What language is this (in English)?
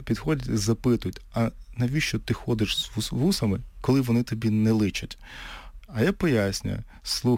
Ukrainian